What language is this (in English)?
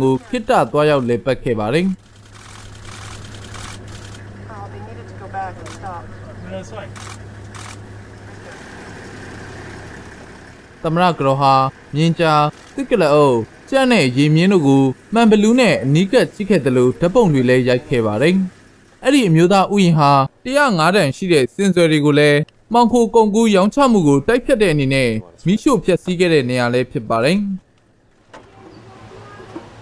Burmese